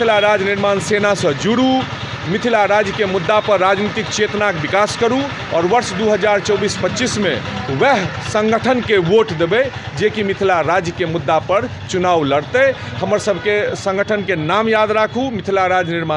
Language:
Maithili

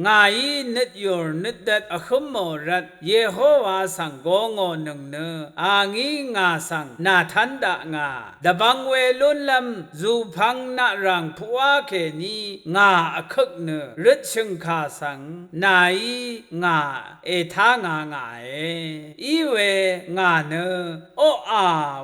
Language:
Rawang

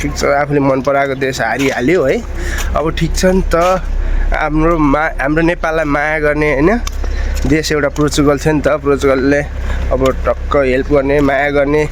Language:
Nepali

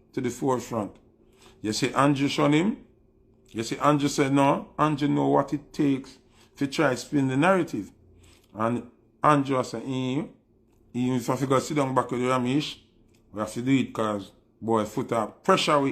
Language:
Jamaican Creole English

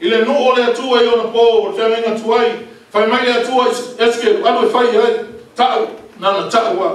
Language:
Samoan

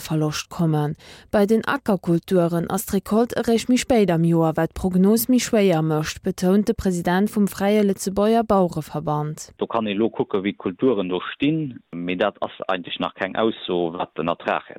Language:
Luxembourgish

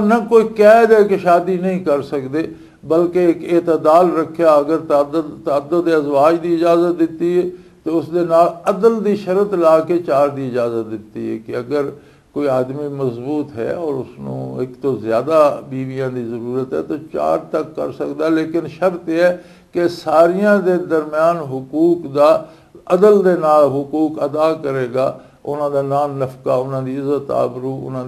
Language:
Western Panjabi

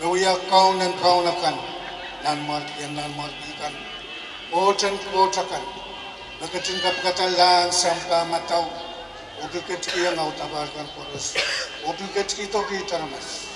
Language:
Pohnpeian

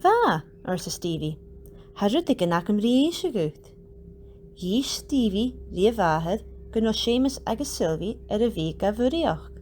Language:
Scottish Gaelic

